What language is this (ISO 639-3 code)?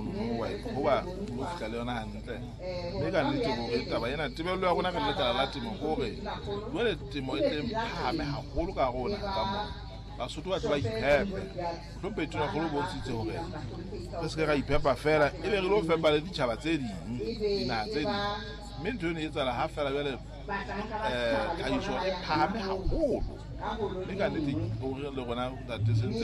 sot